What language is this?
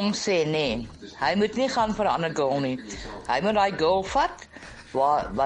Afrikaans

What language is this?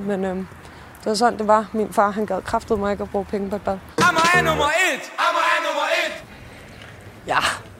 Danish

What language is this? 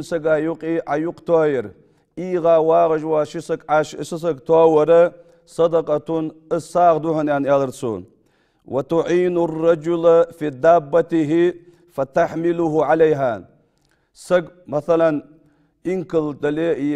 Ingush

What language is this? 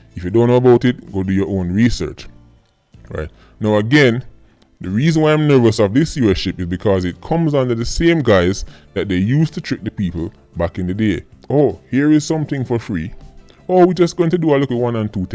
Jamaican Creole English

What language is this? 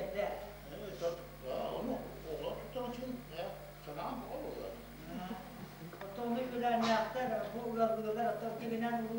Yakut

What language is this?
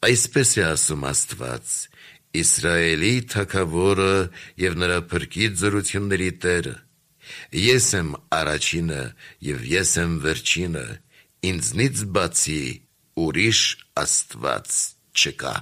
Armenian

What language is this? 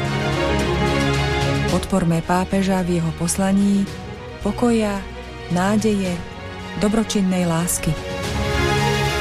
Slovak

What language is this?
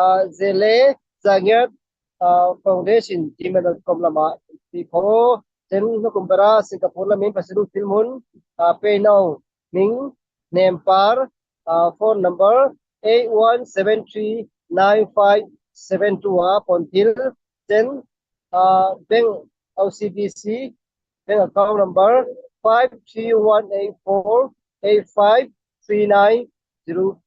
Falam Chin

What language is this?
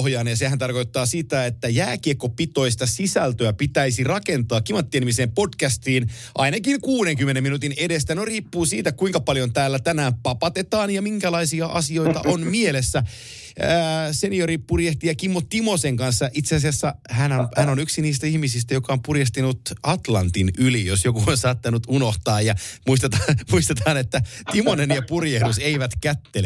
Finnish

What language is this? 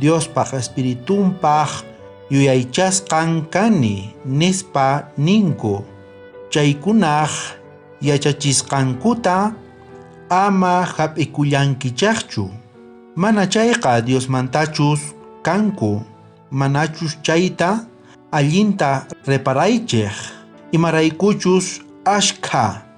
South Bolivian Quechua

